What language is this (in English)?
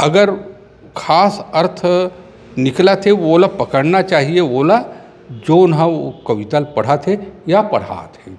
Chhattisgarhi